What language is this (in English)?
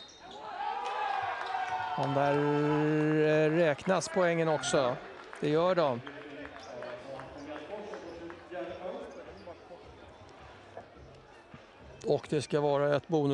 Swedish